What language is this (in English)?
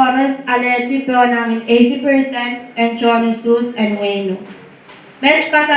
Pohnpeian